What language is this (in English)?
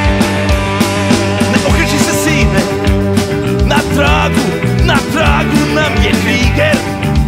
Serbian